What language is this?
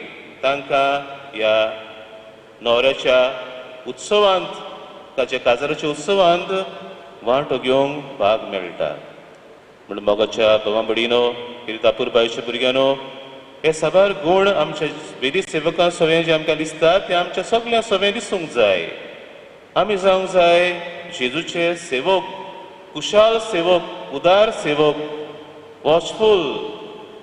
Konkani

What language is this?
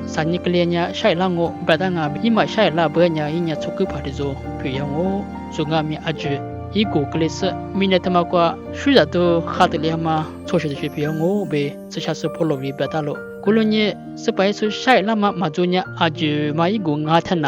Lisu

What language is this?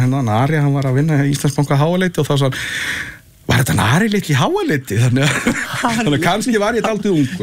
Icelandic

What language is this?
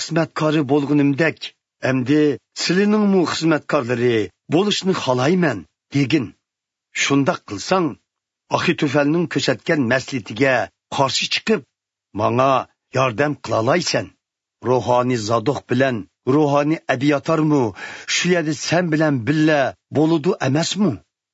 Uyghur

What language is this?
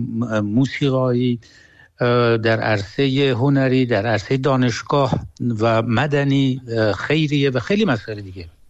Persian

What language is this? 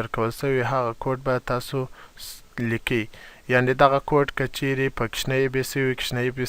Pashto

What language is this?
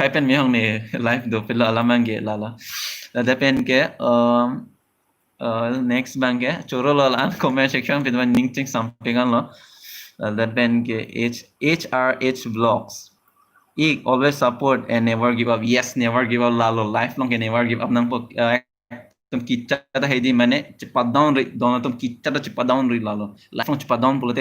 Karbi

